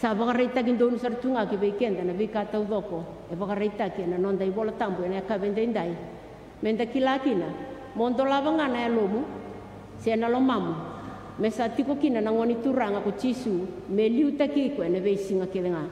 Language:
Fijian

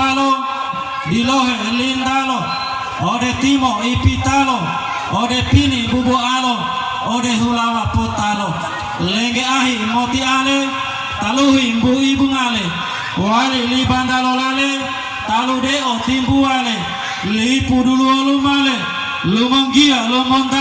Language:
Gorontalo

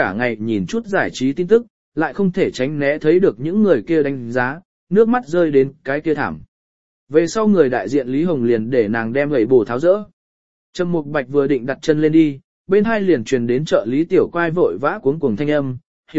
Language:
Vietnamese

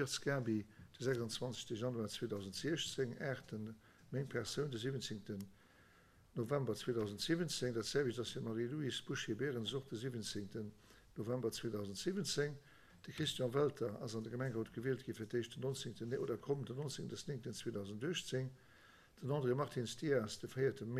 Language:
Luxembourgish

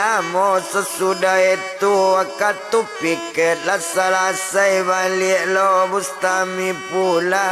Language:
Minangkabau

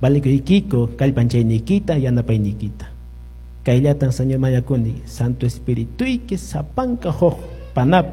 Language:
Quechua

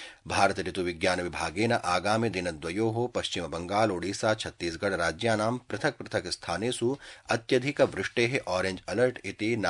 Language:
Sanskrit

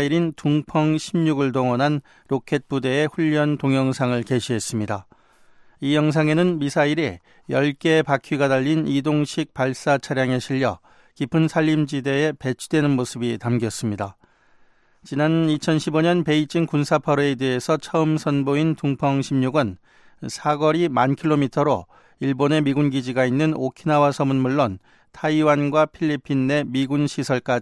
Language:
Korean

